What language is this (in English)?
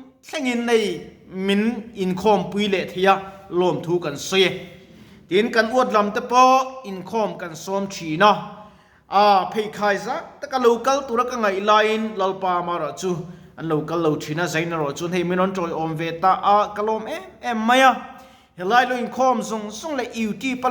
Mizo